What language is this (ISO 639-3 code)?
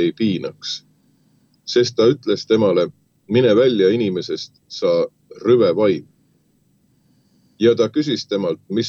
est